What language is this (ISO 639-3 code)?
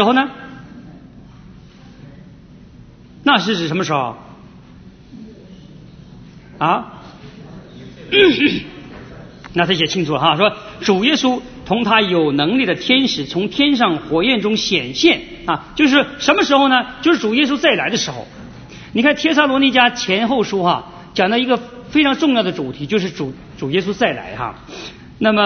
zho